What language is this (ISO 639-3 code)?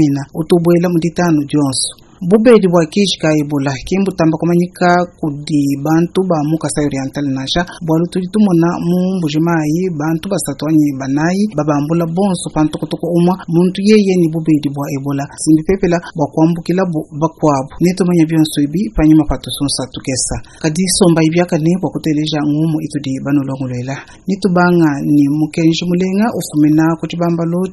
lua